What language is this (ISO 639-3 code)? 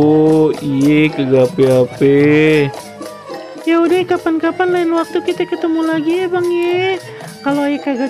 bew